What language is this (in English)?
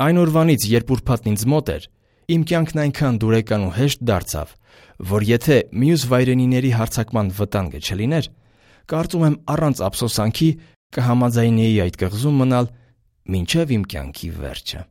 Armenian